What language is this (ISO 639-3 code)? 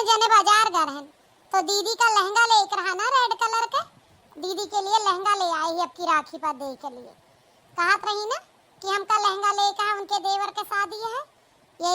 awa